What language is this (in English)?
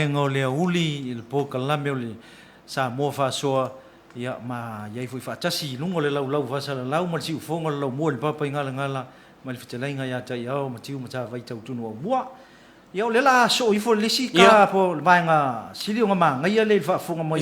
Samoan